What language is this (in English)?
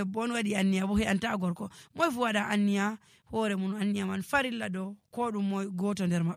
Nigerian Fulfulde